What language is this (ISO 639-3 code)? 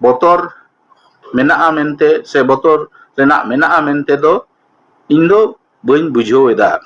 sat